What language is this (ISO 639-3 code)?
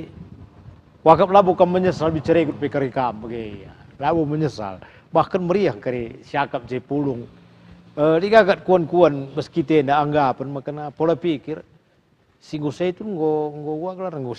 btx